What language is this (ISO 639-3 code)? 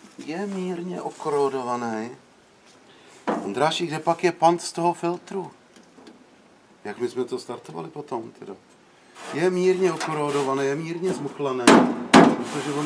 ces